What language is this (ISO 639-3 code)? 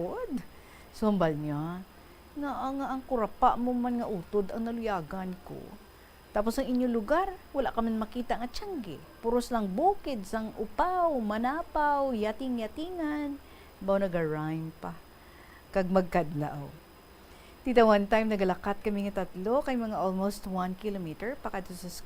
hil